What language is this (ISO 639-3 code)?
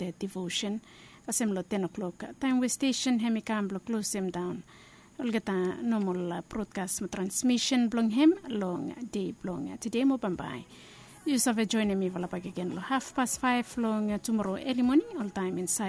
bis